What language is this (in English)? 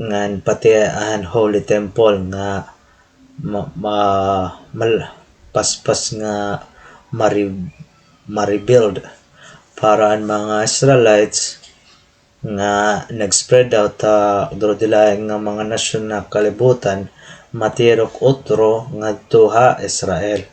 Waray